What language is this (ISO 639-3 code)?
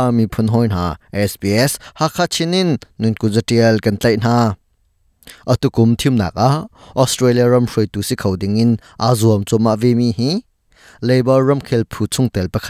cnh